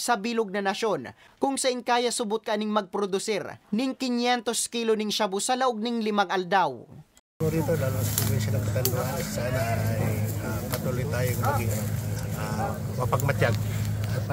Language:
Bikol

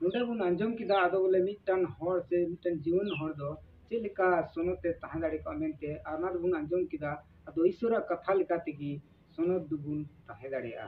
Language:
Santali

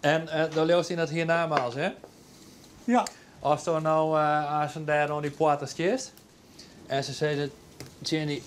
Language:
Western Frisian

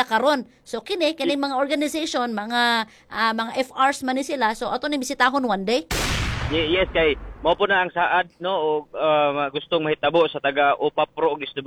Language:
Cebuano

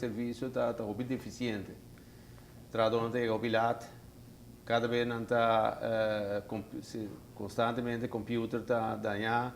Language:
Papiamento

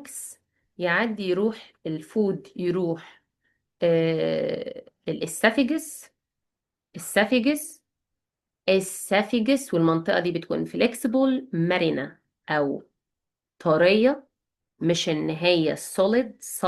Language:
Egyptian Arabic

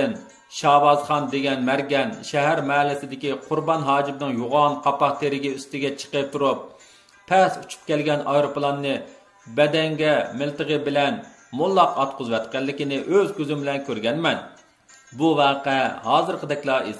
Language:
Uyghur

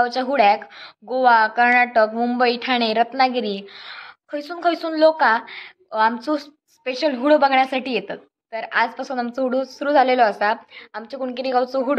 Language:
Konkani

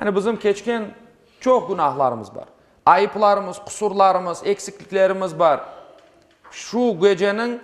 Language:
Crimean Tatar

